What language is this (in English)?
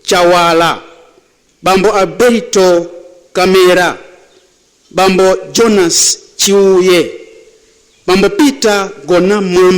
Nyanja